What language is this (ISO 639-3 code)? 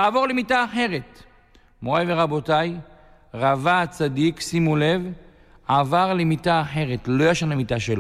heb